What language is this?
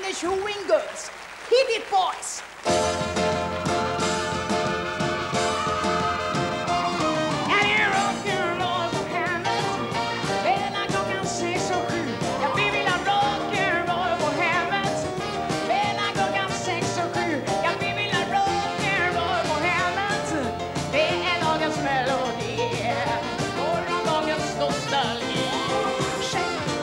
Swedish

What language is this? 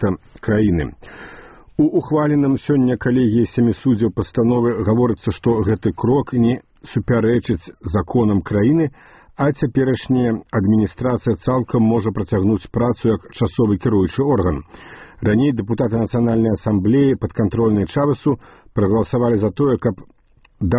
Belarusian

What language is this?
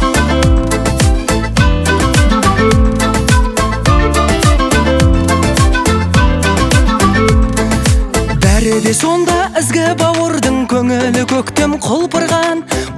Kazakh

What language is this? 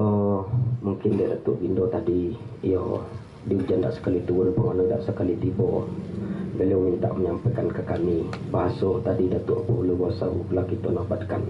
Minangkabau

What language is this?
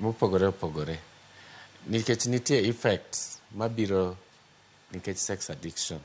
Luo (Kenya and Tanzania)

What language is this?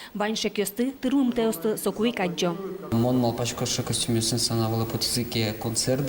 Udmurt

